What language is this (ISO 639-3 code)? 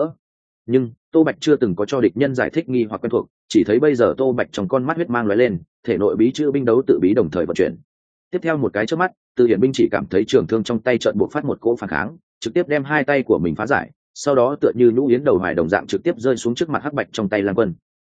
vie